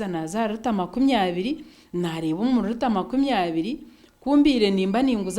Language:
Nyankole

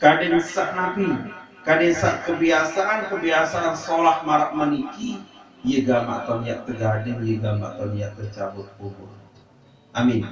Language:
Sasak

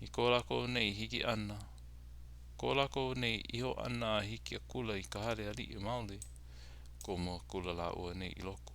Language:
Hawaiian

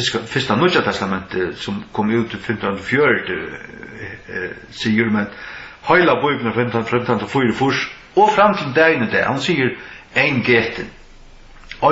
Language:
Faroese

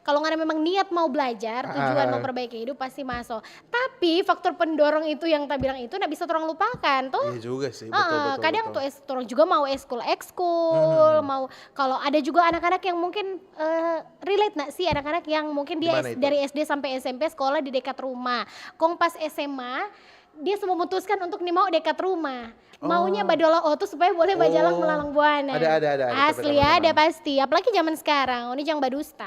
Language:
Manado Malay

